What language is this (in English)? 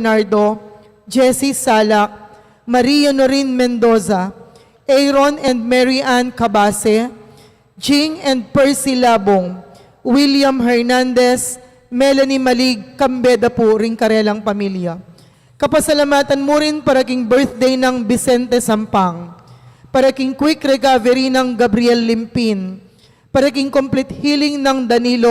Pampanga